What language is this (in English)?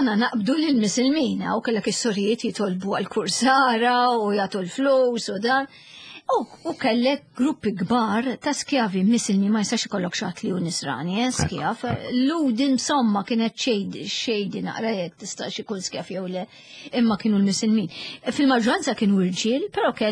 Maltese